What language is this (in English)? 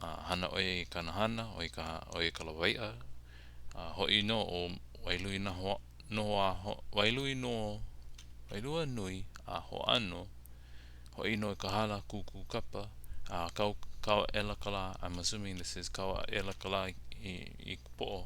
Hawaiian